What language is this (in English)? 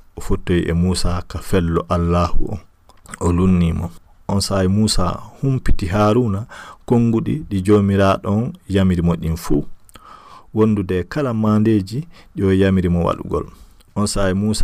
Fula